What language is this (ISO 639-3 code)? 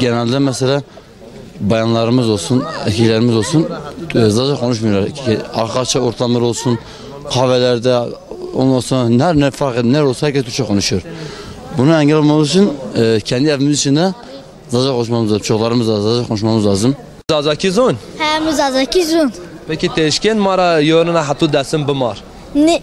zza